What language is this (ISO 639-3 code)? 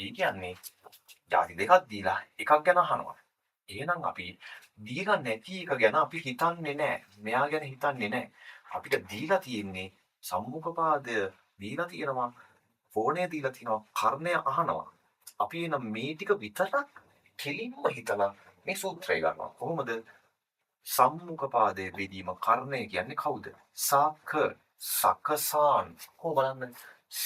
sin